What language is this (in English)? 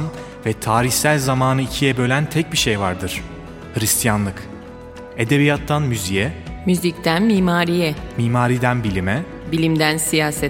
Turkish